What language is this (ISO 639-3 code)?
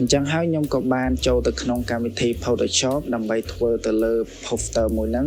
khm